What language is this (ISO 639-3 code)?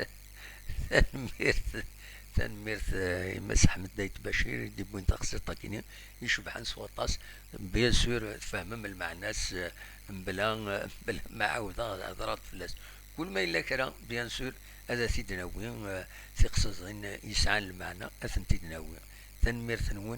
kab